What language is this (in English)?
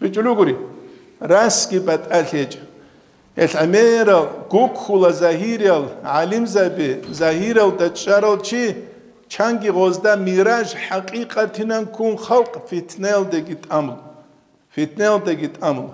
Avaric